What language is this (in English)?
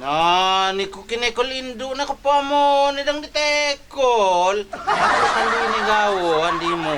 Lampung Api